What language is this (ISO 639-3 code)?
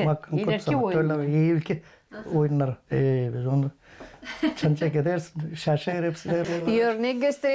gag